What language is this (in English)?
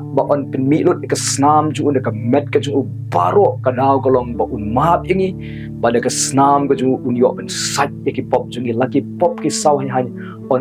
Khasi